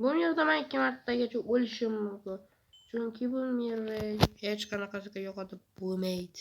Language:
Uzbek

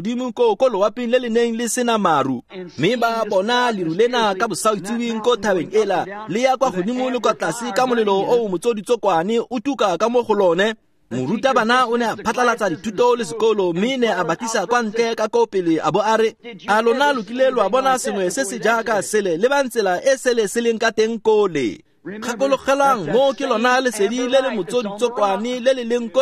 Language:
Tswana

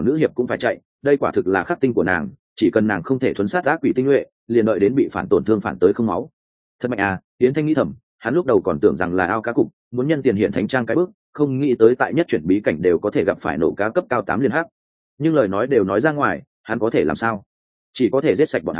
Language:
Vietnamese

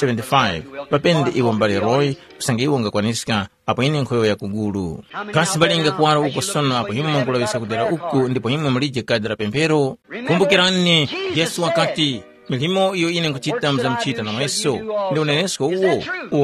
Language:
Tumbuka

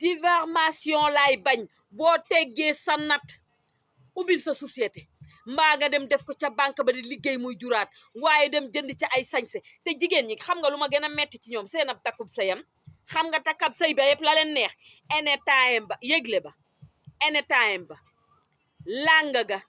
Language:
Wolof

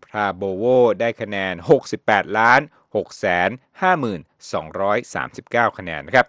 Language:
Thai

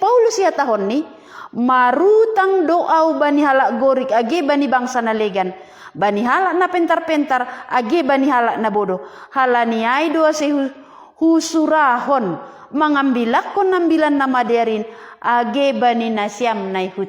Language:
Batak Simalungun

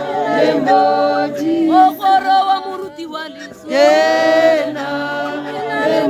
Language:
Tswana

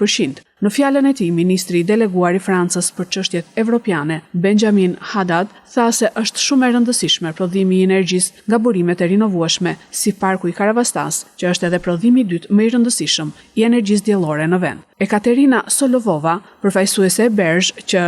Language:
Albanian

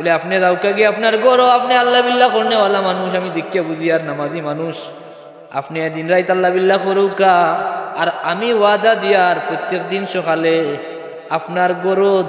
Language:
Sylheti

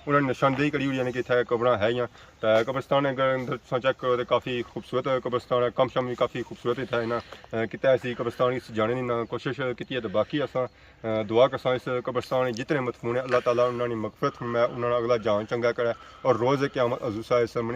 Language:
Pahari-Potwari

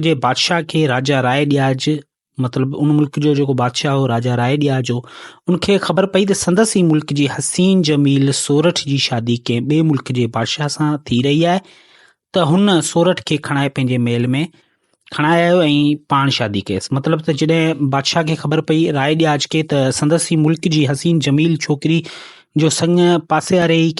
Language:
Sindhi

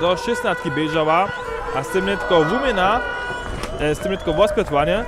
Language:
Upper Sorbian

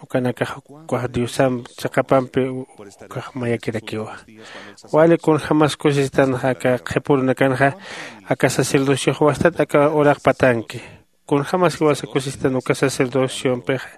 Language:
Aymara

